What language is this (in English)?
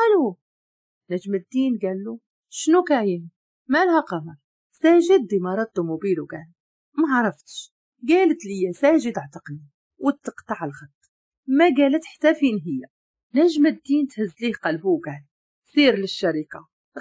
Moroccan Arabic